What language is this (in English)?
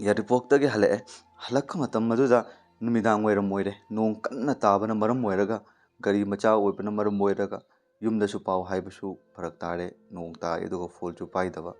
Manipuri